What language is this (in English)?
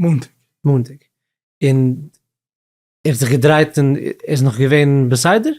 Yiddish